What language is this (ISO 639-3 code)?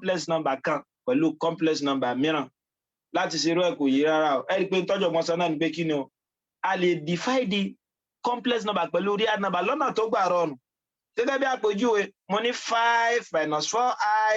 yor